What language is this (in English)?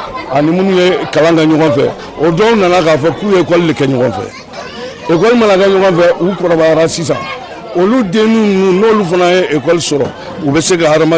Bambara